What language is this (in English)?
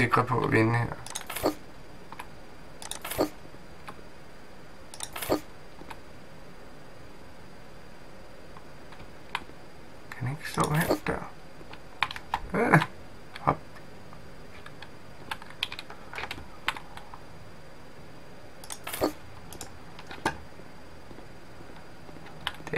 Danish